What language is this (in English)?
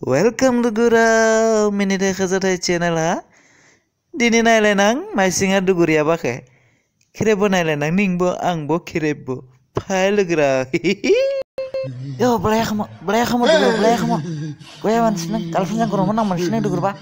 Dimasa